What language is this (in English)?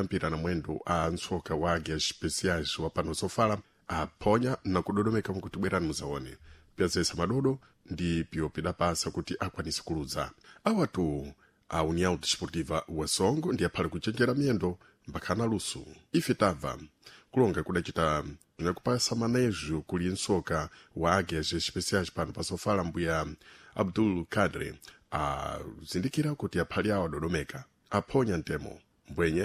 Sena